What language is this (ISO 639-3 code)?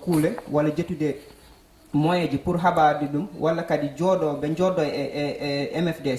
ful